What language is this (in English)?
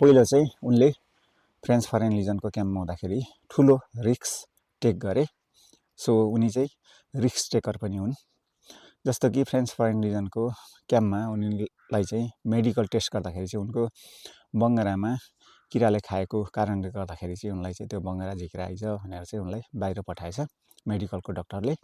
Nepali